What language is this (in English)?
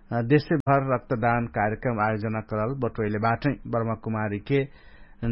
Dangaura Tharu